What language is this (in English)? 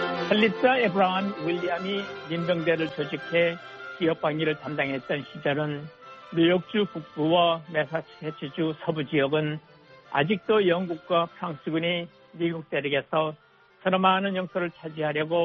Korean